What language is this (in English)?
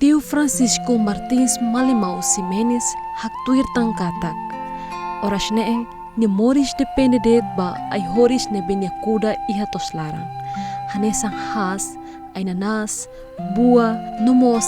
Tetum